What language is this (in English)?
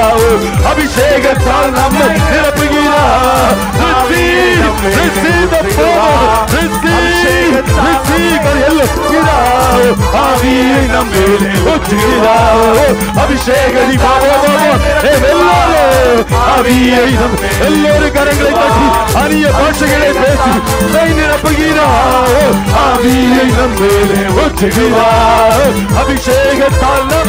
Tamil